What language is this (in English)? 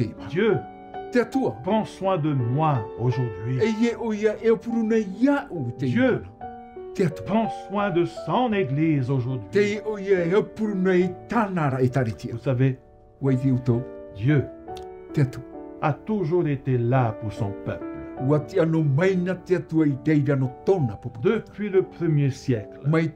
Tahitian